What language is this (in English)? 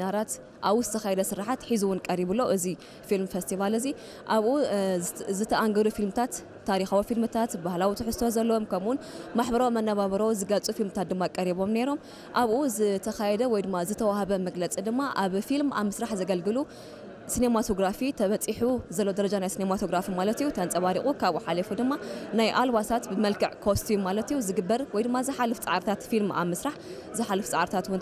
Tigrinya